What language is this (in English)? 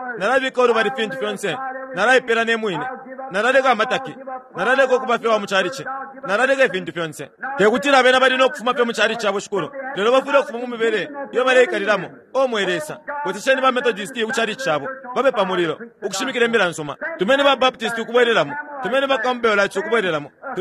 Bemba